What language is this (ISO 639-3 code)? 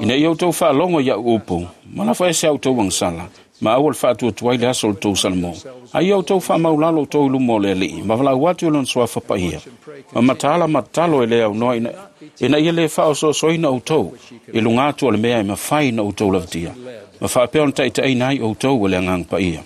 smo